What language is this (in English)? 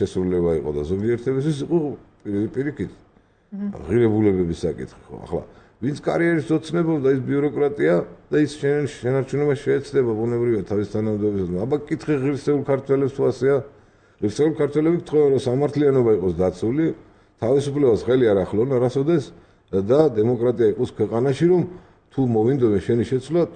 Georgian